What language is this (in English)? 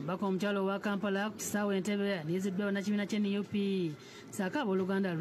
Ganda